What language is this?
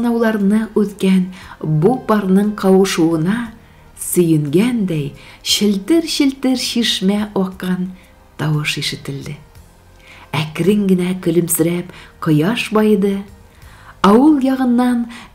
Tatar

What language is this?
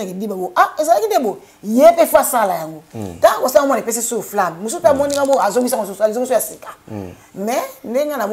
Lingala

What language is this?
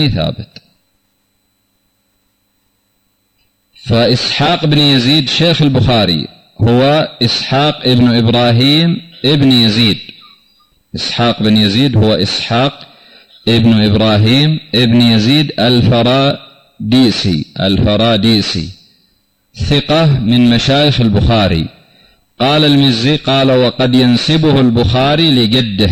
Arabic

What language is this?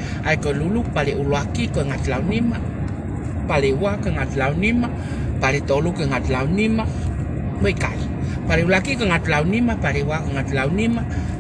Tongan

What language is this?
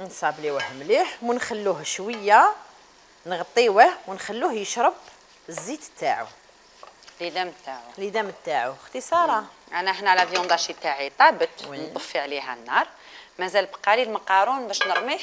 Algerian Arabic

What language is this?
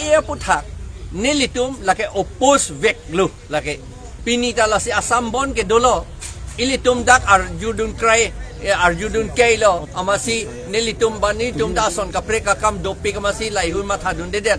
Karbi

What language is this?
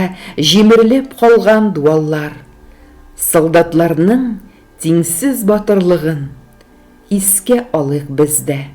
Tatar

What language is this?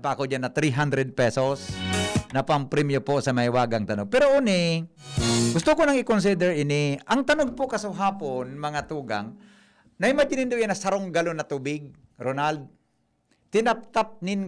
Bikol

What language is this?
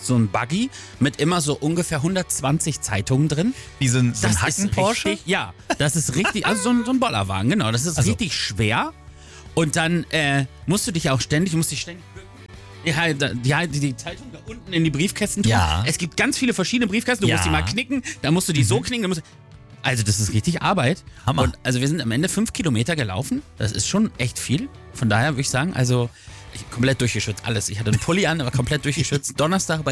German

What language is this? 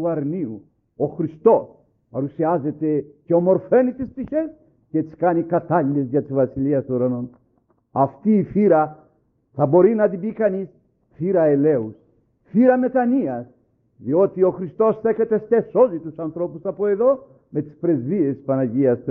Greek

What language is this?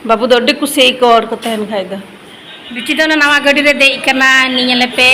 Santali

